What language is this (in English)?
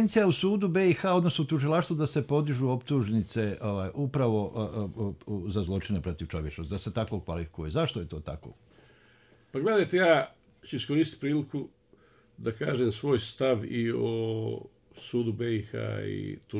Bosnian